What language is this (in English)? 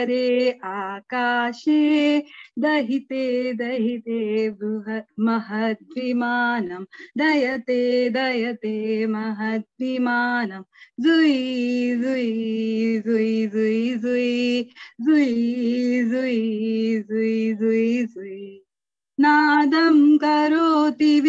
Sanskrit